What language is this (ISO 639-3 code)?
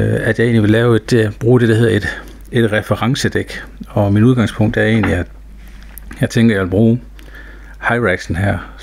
dan